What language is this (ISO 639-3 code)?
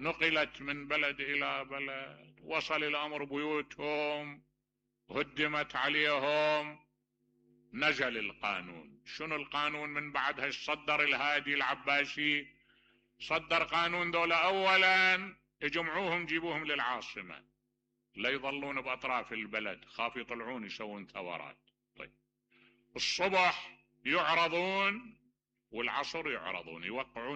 acm